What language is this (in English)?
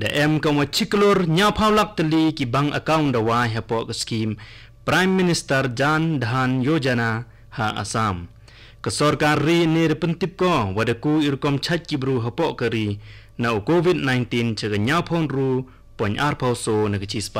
Khasi